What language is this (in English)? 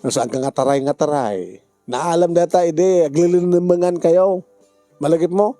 Iloko